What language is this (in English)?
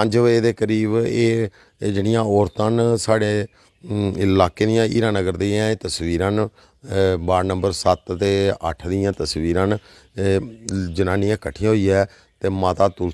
Dogri